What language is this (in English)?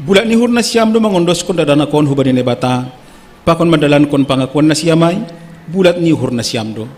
Batak Simalungun